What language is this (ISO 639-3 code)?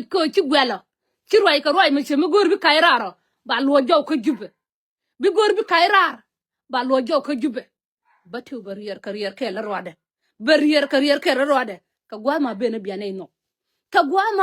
nus